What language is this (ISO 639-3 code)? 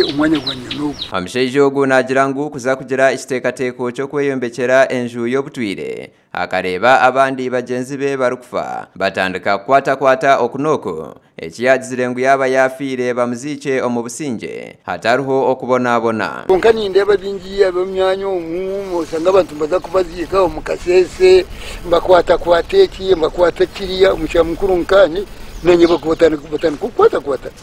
nyn